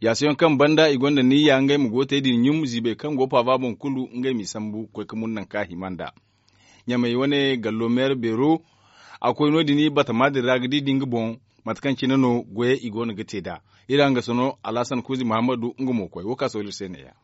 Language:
Zarma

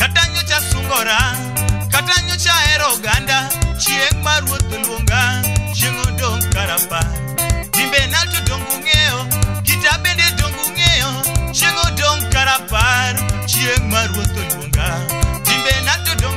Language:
Luo (Kenya and Tanzania)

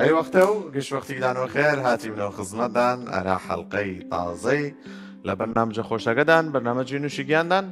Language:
Southern Kurdish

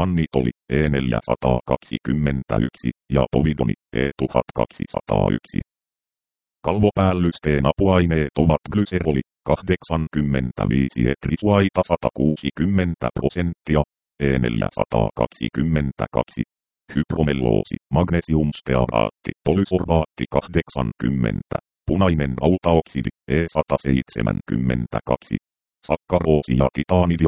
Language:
Finnish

